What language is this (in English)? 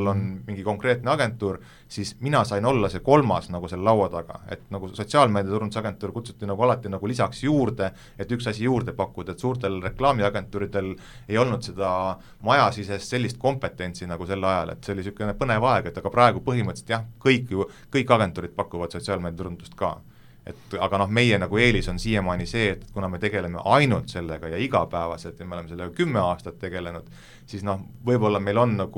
Estonian